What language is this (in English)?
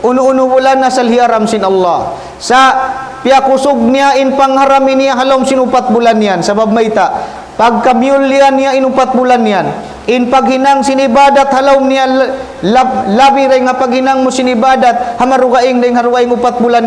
Tausug